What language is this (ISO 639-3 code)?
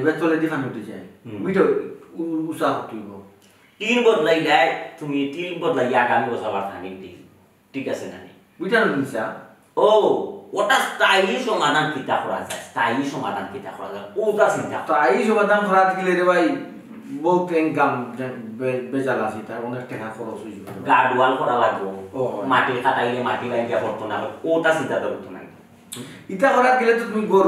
syl